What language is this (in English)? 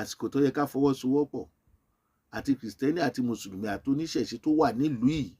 Yoruba